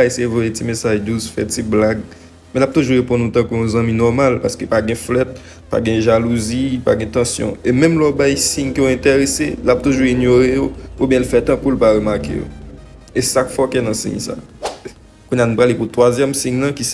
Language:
Haitian Creole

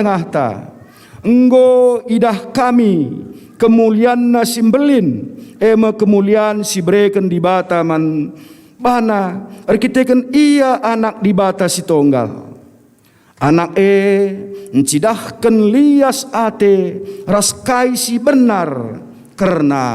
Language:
Batak Karo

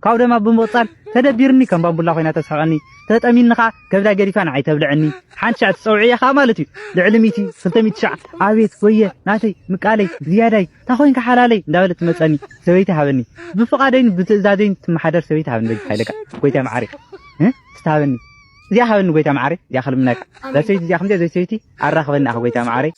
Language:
Tigrinya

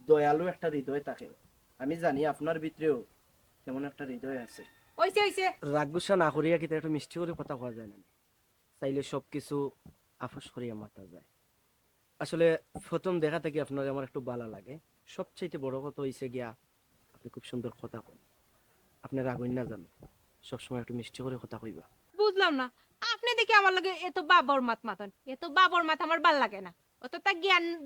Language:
Sylheti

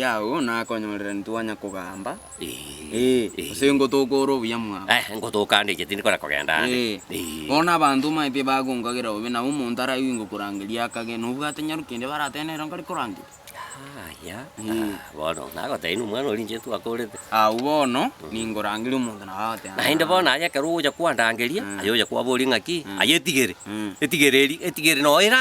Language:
Gusii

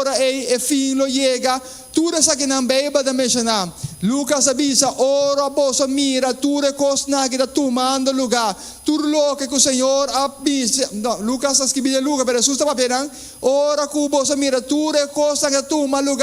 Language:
Papiamento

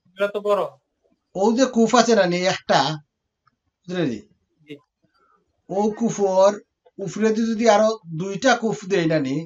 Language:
Sylheti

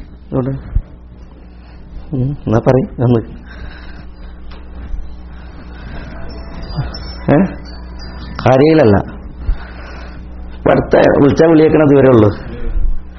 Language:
Malayalam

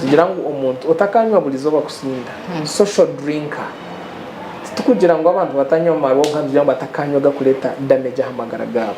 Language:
Nyankole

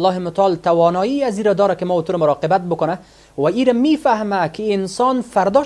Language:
Persian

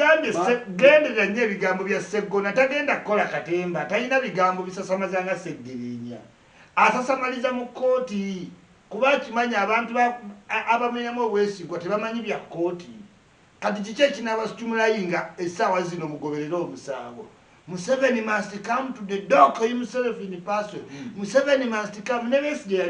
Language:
Ganda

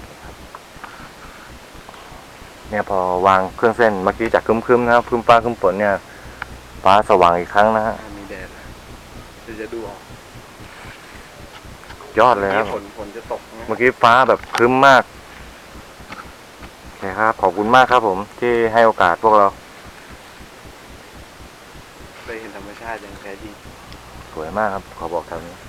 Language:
Thai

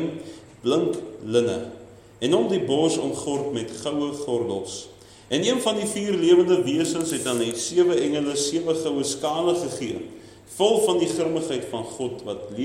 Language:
Afrikaans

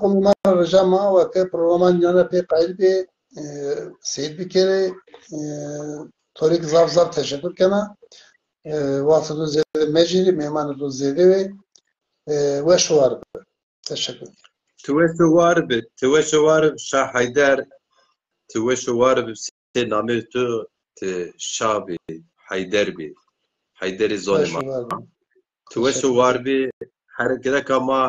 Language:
Zaza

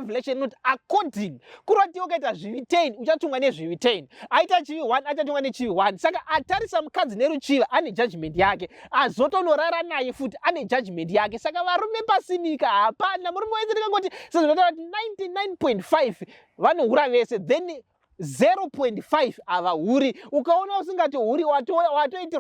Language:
Shona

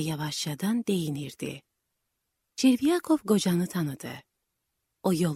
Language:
Azerbaijani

